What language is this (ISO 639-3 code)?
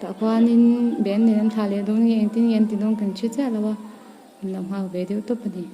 lus